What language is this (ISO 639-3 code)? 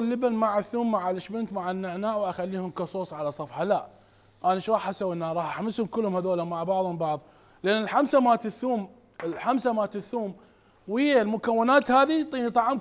acm